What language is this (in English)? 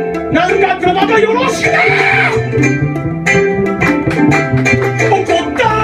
Japanese